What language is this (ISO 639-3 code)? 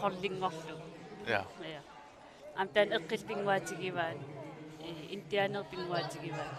kal